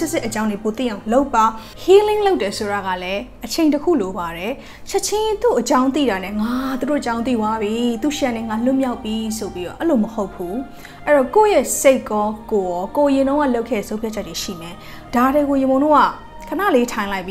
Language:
Burmese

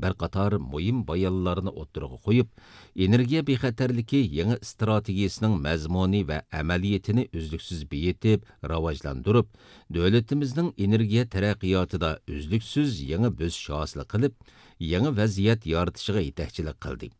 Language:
Uyghur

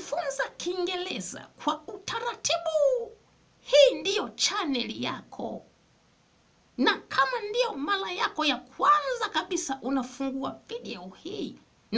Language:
Swahili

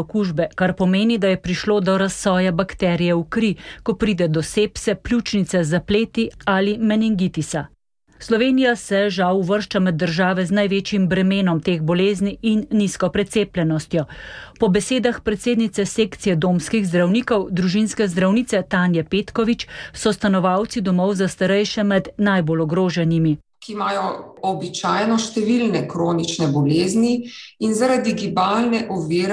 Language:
Slovenian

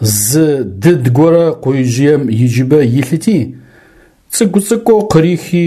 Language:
Adyghe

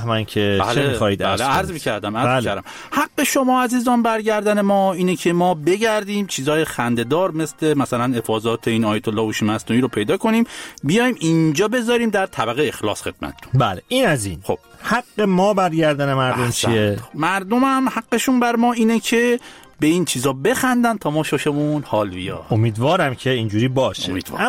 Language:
Persian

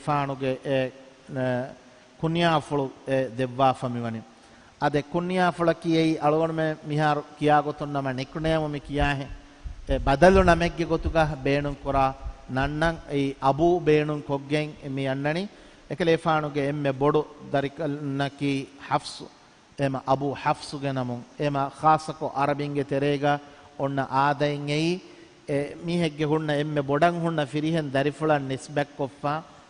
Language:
Divehi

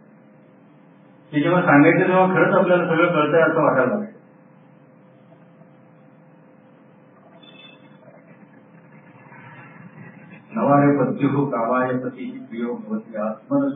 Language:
Marathi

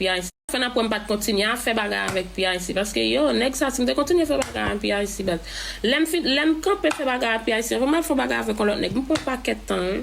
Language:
Haitian Creole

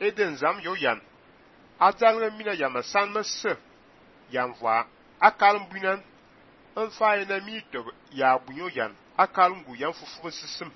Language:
Fang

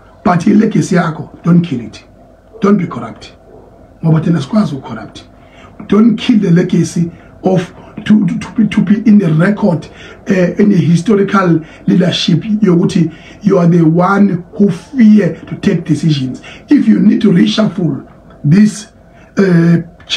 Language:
Zulu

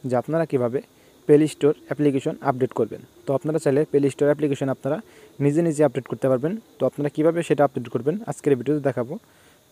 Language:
Bangla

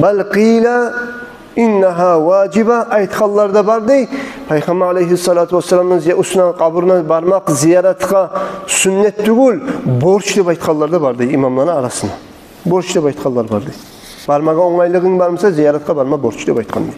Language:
Kumyk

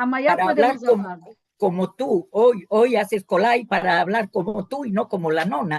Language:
Ladino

